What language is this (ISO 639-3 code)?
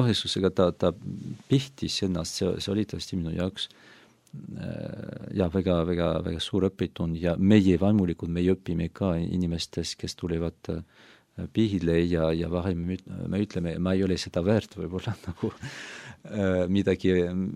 est